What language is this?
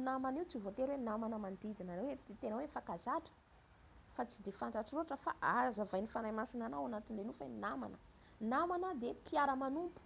Malagasy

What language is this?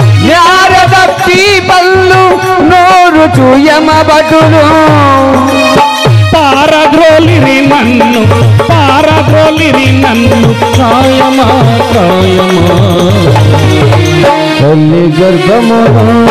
Telugu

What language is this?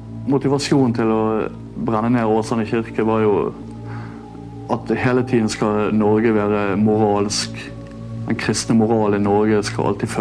Norwegian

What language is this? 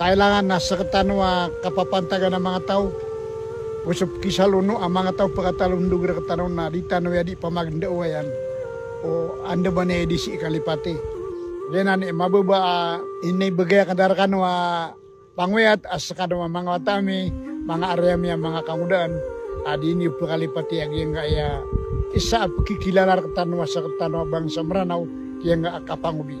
Maranao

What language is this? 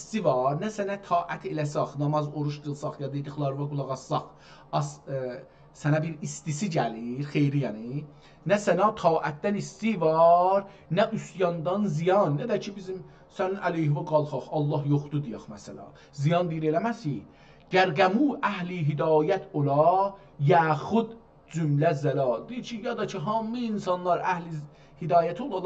South Azerbaijani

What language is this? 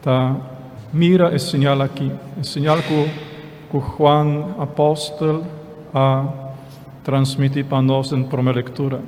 Papiamento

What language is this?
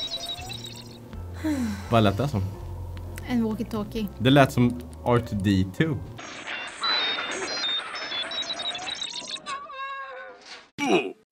Swedish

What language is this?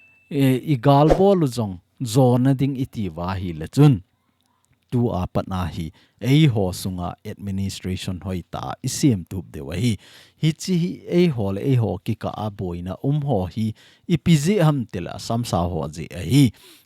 Thado Chin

